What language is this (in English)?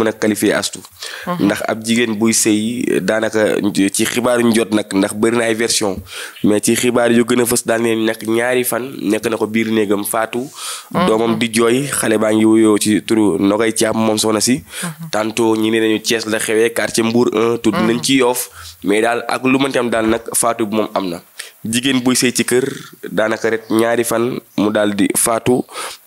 Wolof